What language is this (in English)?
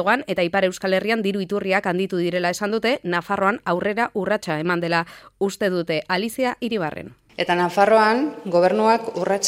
Basque